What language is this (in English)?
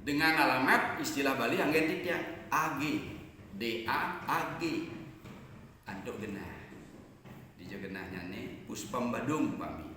Balinese